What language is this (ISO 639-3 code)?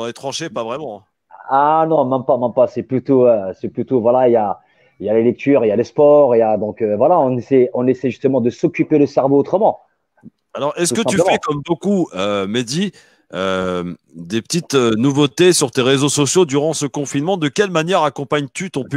fra